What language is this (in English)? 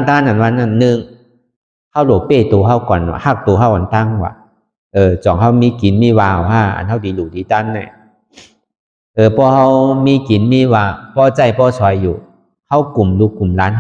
Shan